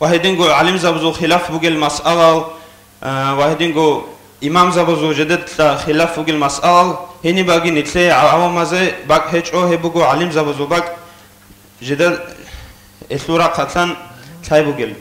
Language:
Avaric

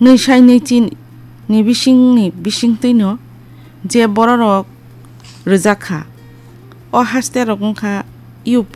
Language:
Kok Borok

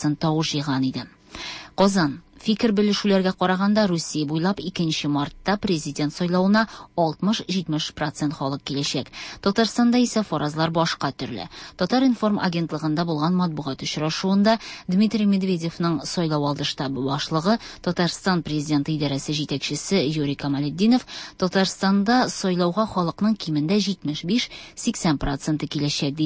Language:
Tatar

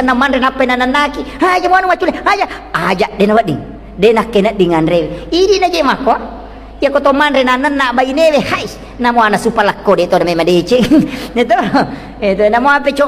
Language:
Buginese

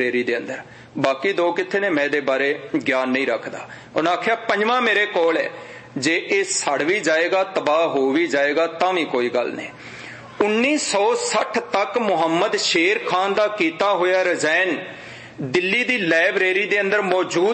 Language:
Punjabi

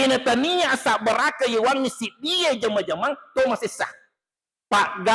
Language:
Buginese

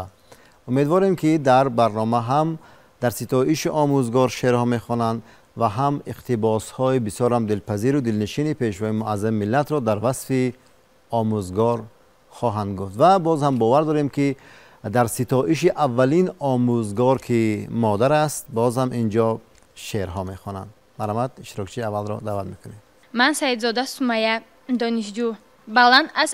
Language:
Tajik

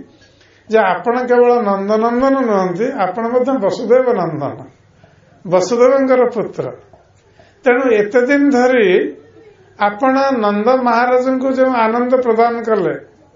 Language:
Odia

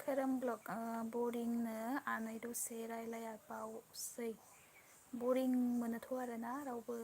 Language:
Bodo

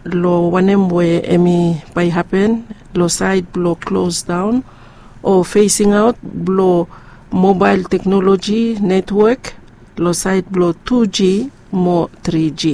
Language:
Bislama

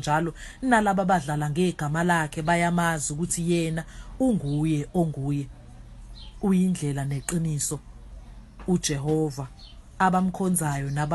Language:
Zulu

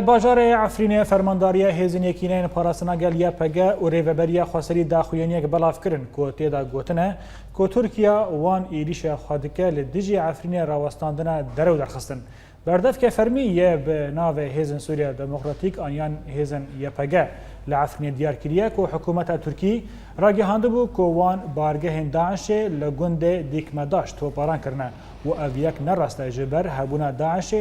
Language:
Kurdish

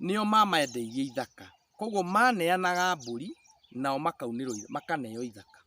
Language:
Kikuyu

